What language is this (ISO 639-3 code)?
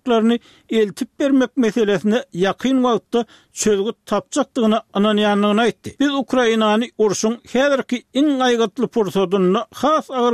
tuk